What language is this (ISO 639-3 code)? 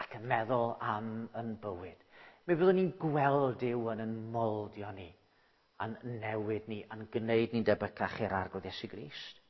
cym